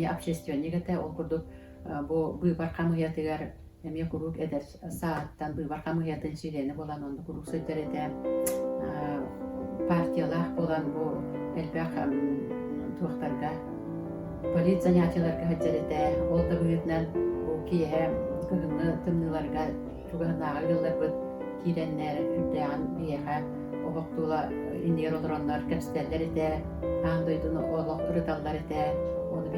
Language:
Yakut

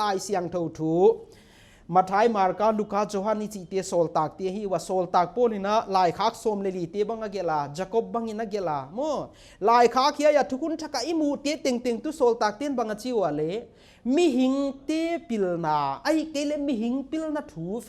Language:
Paite Chin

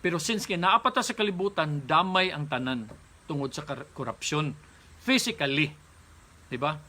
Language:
Cebuano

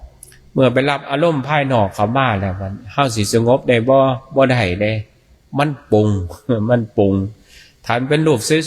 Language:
Northeastern Thai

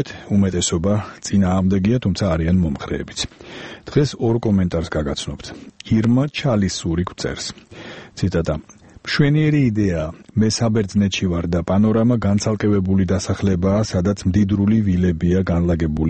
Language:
Georgian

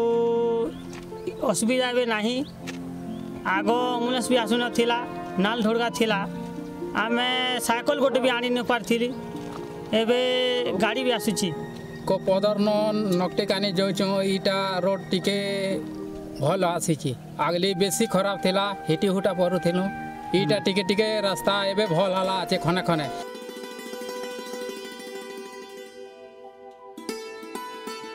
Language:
Odia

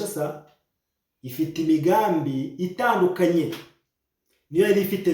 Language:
Kinyarwanda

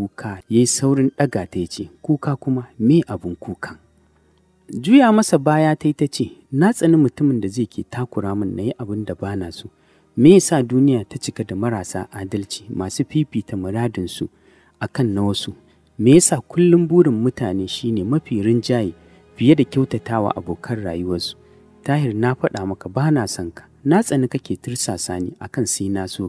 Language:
Hausa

